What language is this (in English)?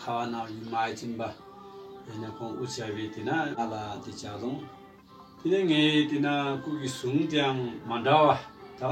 Tibetan